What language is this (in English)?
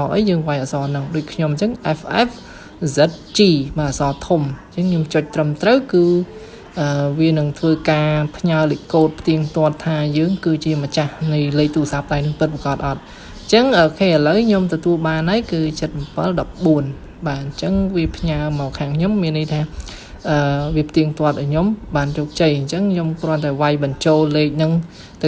Khmer